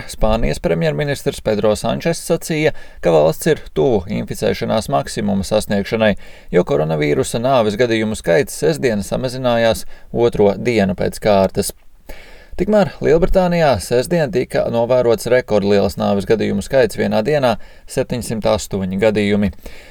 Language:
Latvian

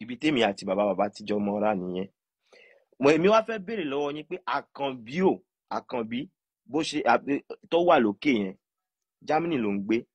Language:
Yoruba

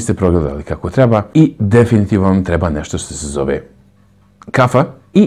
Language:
Croatian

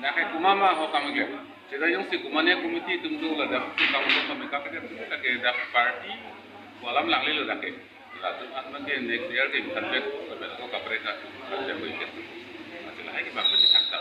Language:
Karbi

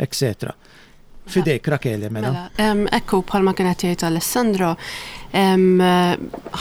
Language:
Maltese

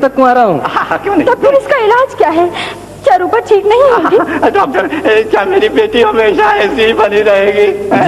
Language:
Hindi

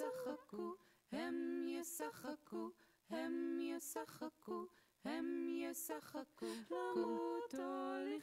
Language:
Hebrew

